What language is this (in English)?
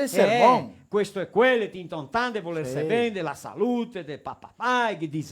Venetian